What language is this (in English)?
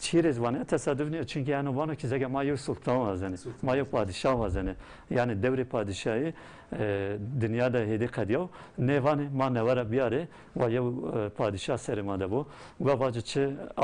Zaza